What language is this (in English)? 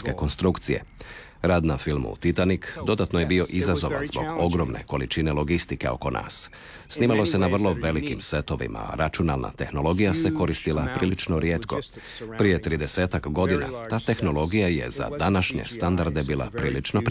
Croatian